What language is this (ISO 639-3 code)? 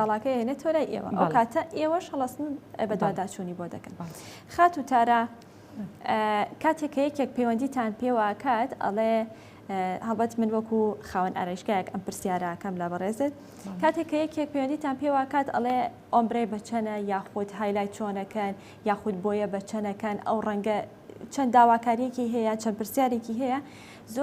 ckb